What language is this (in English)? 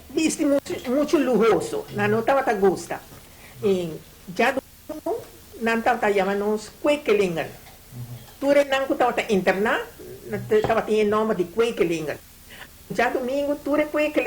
Papiamento